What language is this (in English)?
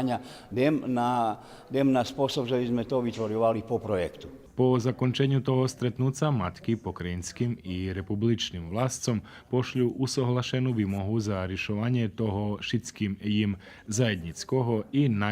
Rusyn